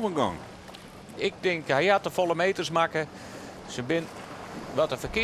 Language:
Western Frisian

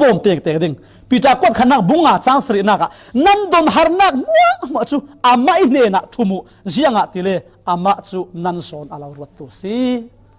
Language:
Falam Chin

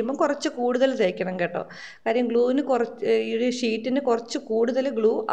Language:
Malayalam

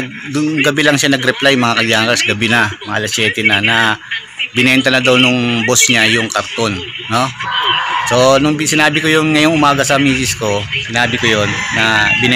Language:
Filipino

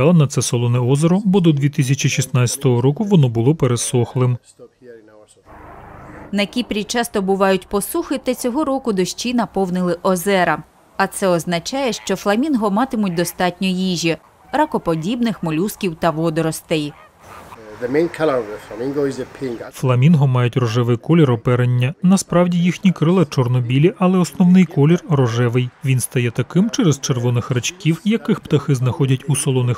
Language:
Ukrainian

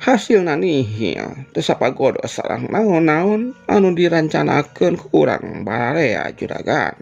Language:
Sundanese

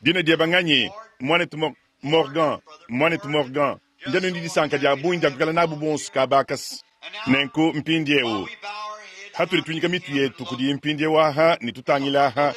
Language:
Luba-Lulua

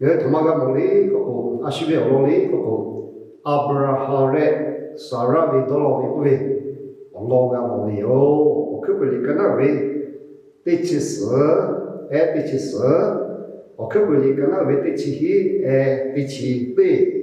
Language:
Lahu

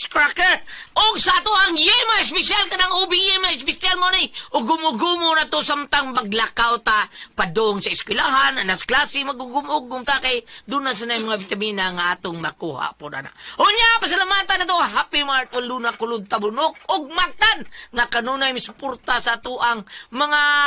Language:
Cebuano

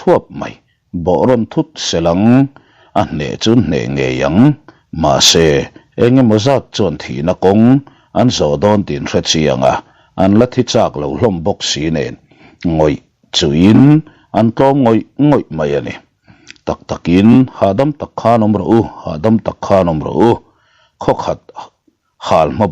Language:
Mizo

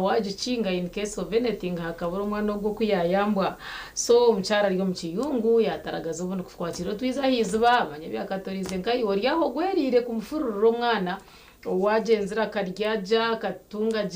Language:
Nyankole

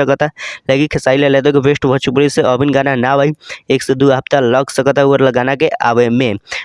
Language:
Bhojpuri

